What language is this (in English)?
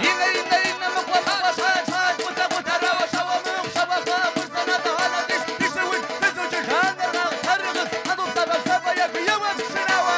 Kabardian